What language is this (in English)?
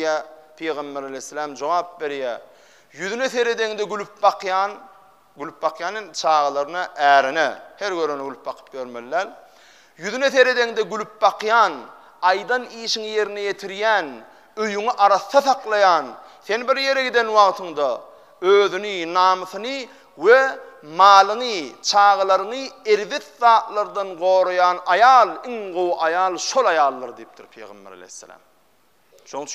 Turkmen